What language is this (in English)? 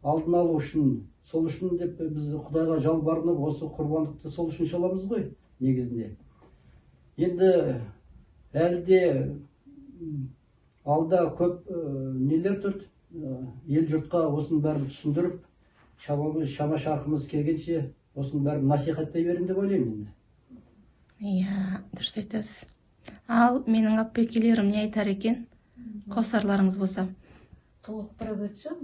Kazakh